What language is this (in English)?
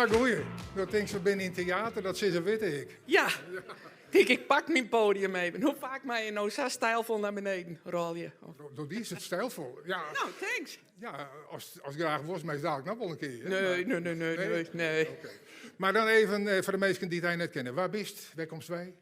Western Frisian